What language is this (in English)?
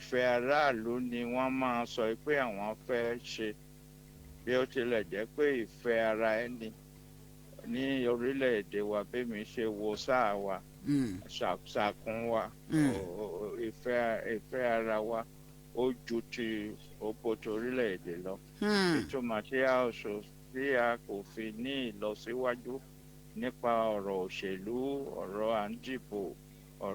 Yoruba